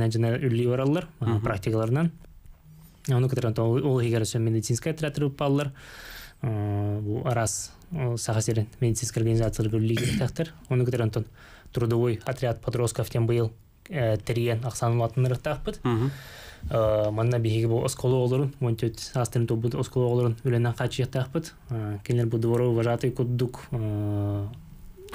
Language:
Yakut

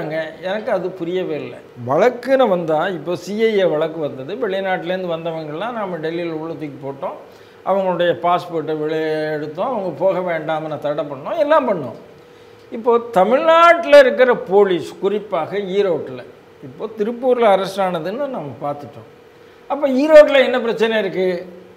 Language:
Tamil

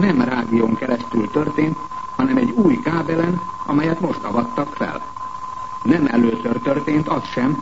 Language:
Hungarian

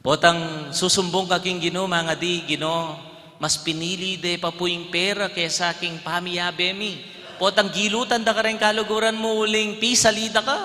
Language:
Pampanga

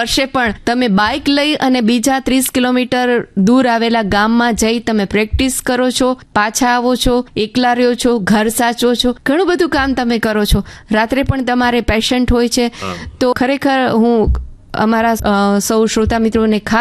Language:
Gujarati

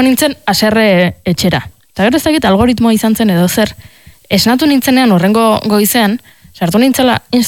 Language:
Basque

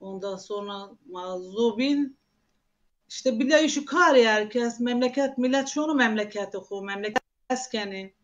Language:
Zaza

